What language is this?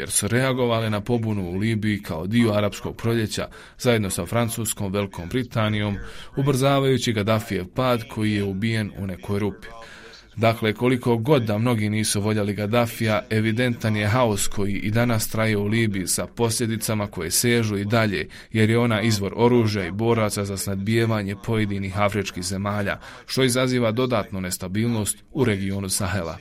Bosnian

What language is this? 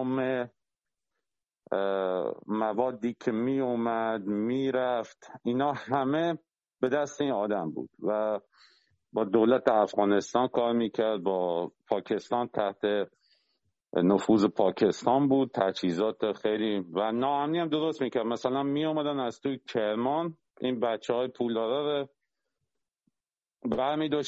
Persian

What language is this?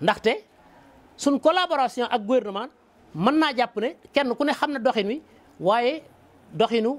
Wolof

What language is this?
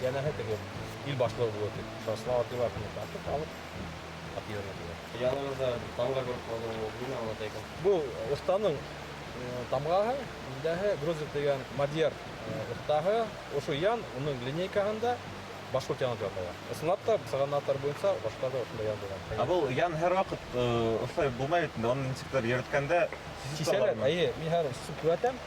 Bashkir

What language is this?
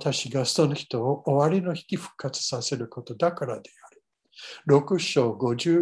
Japanese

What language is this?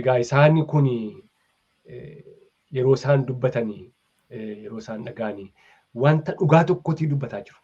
Oromo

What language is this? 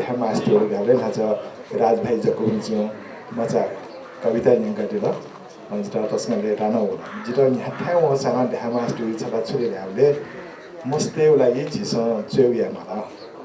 Newari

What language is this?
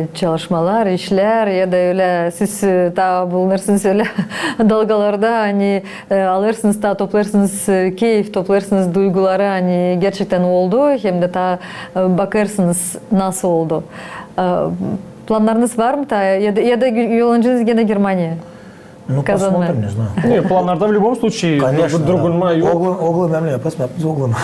Gagauz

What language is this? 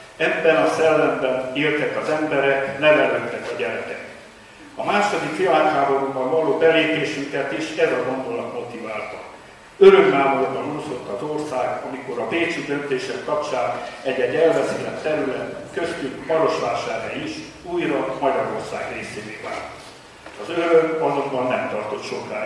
Hungarian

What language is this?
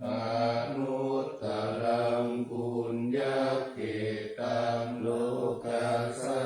Pali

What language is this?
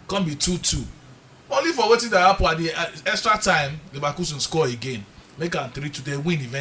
Nigerian Pidgin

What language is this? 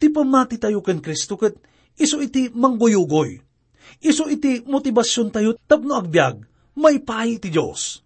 Iloko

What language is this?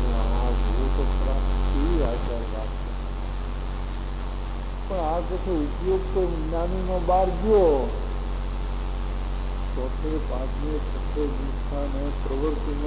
Gujarati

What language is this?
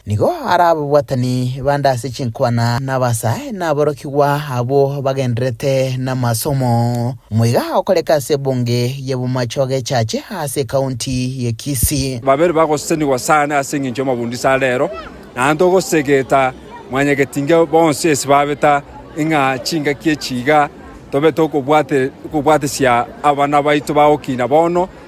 Gusii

